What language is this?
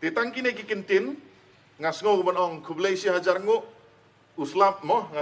Khasi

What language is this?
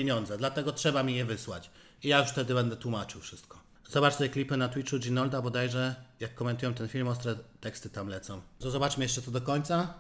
Polish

